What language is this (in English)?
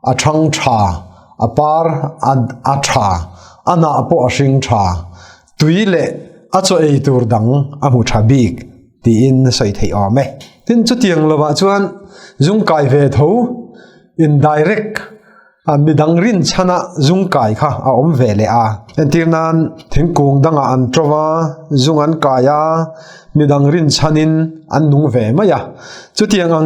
Mizo